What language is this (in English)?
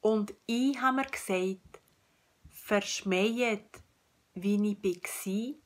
Swiss German